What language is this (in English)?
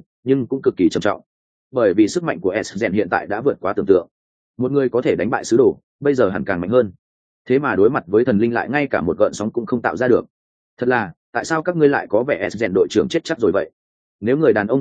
Vietnamese